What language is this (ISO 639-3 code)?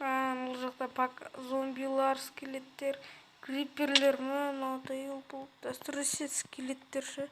kaz